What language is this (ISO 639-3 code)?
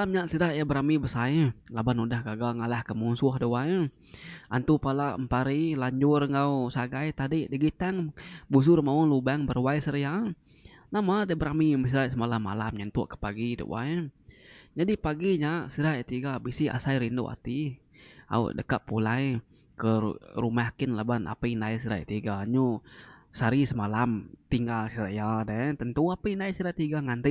iba